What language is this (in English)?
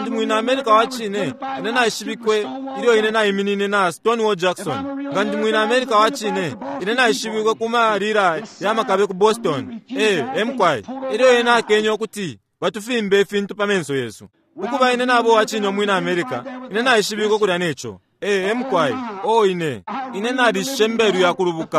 Bemba